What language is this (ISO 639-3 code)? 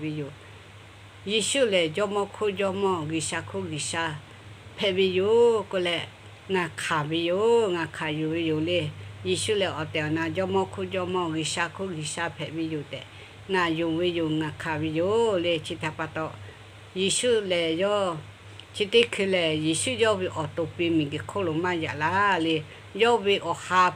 lhu